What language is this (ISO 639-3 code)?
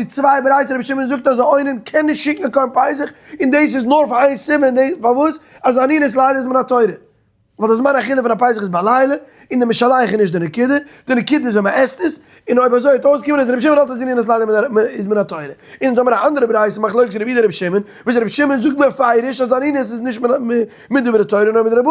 yid